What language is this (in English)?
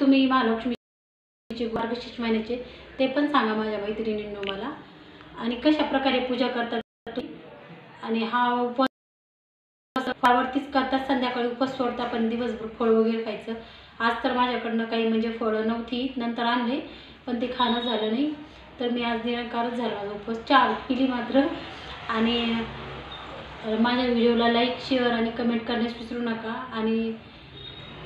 Marathi